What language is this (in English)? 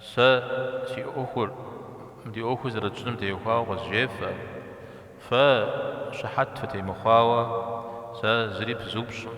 Kabardian